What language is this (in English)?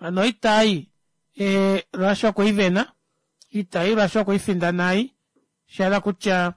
Kuanyama